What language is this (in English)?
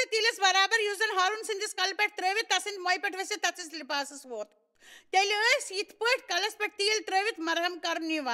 Kashmiri